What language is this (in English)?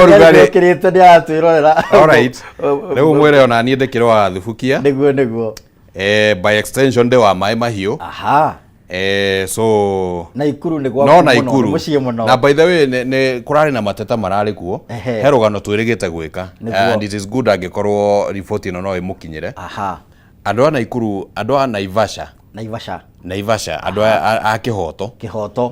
Kikuyu